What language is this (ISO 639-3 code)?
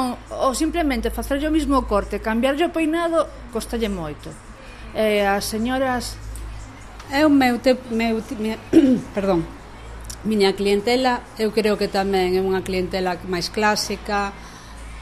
glg